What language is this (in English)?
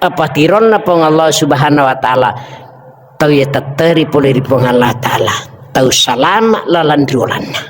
Buginese